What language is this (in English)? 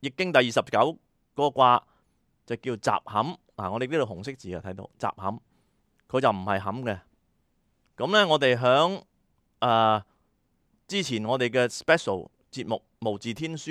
Cantonese